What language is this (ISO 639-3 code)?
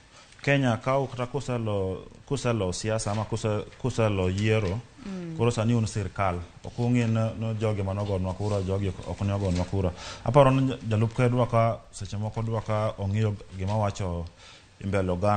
luo